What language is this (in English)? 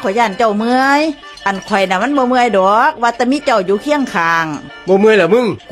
Northeastern Thai